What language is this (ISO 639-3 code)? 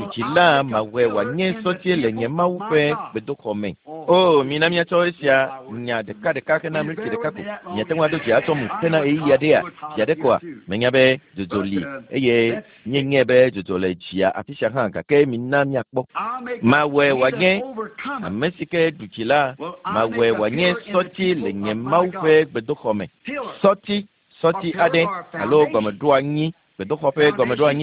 ewe